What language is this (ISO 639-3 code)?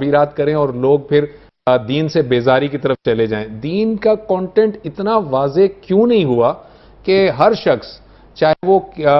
urd